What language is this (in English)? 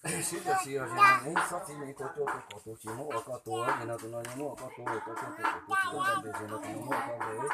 Hmong